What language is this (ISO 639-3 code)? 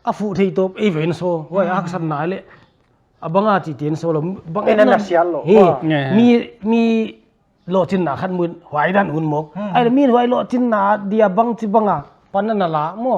pck